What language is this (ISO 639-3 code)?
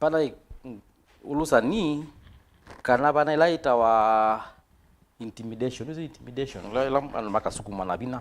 kam